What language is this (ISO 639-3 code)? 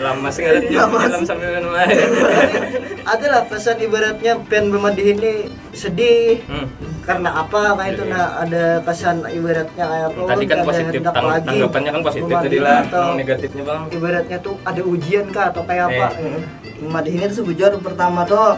bjn